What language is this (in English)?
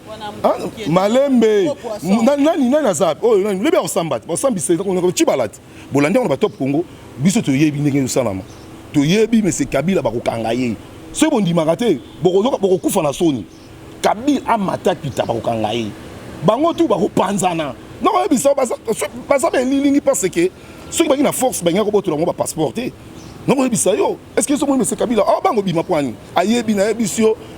Lingala